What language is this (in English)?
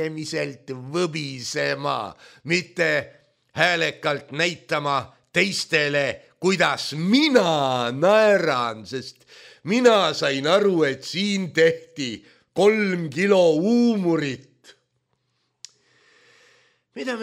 Estonian